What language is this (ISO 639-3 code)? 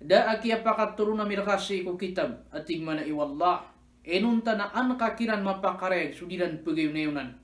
mrw